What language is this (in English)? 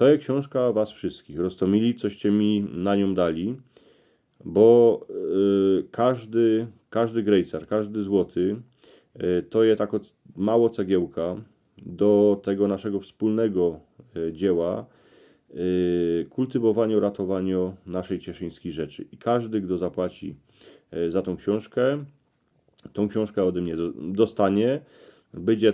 Silesian